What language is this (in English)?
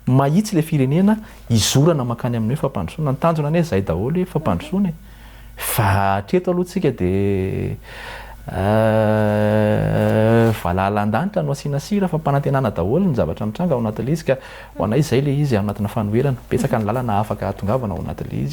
Malagasy